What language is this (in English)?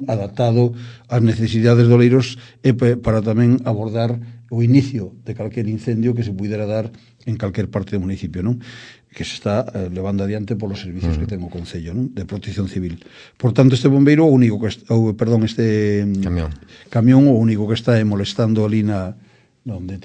Galician